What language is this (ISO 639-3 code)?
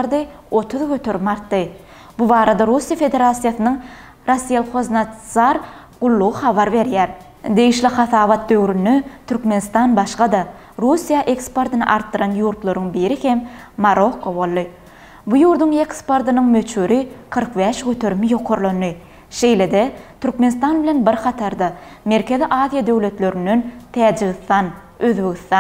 tuk